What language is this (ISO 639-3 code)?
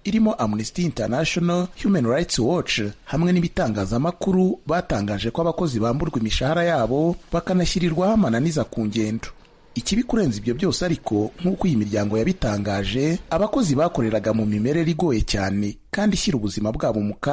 kin